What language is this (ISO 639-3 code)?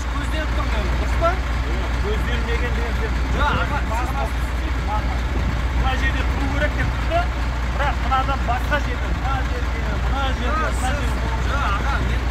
kaz